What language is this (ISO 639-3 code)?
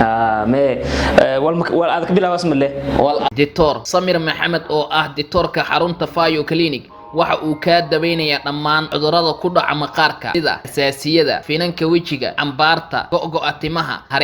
som